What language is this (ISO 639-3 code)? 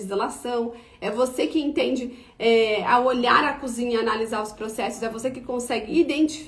por